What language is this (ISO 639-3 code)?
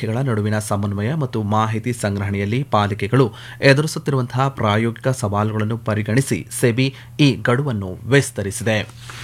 kan